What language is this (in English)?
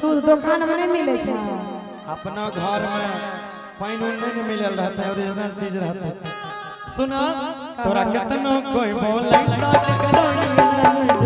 Maithili